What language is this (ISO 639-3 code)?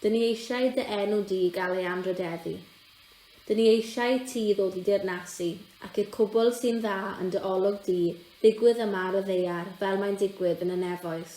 cym